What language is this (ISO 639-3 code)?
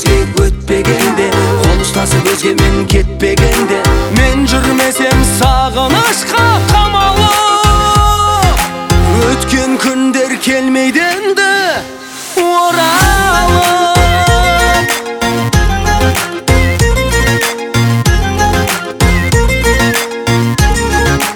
kaz